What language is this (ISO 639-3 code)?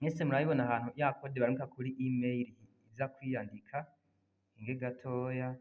run